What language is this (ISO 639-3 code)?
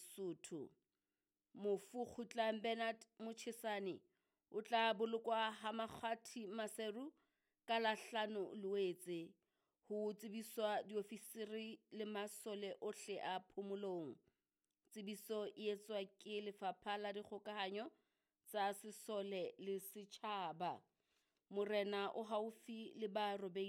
sot